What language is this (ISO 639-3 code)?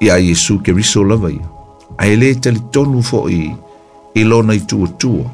smo